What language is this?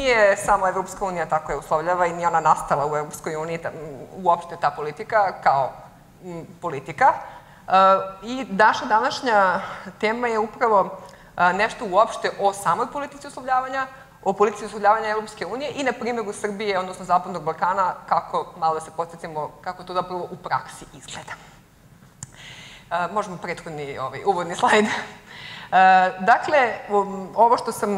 Serbian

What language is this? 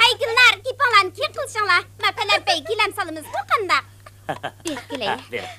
Uyghur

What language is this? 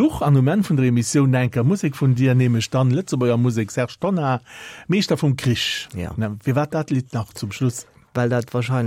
Luxembourgish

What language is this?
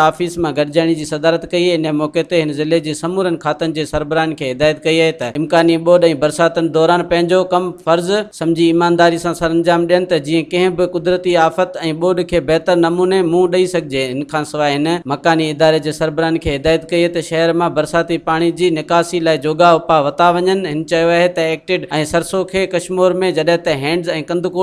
Sindhi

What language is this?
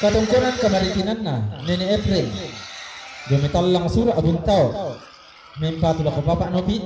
Toraja-Sa'dan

